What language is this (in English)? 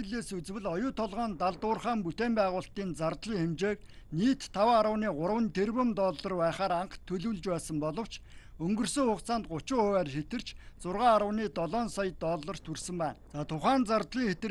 Mongolian